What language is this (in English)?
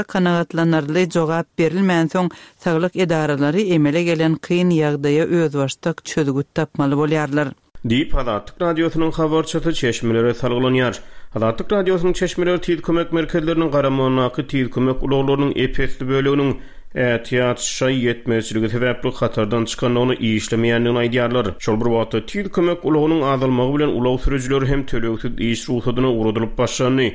Turkmen